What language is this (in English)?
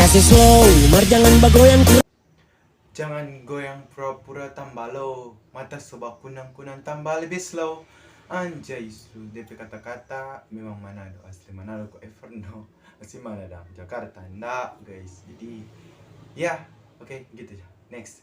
Manado Malay